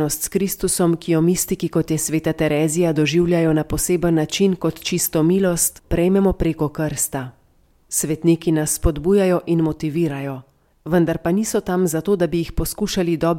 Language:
Slovenian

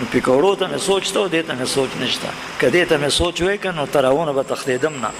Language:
Pashto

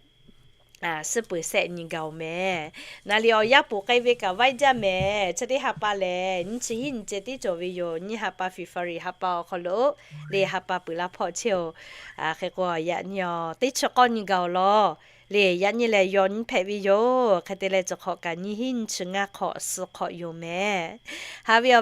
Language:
Lahu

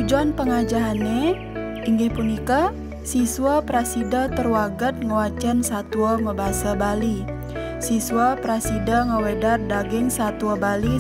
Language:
Balinese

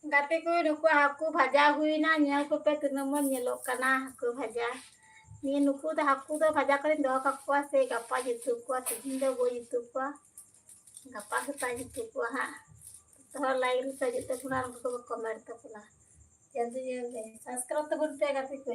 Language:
Santali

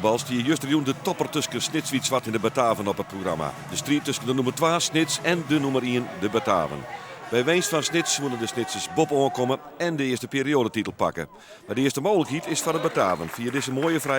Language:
Western Frisian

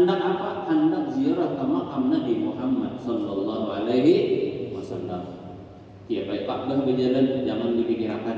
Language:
Banjar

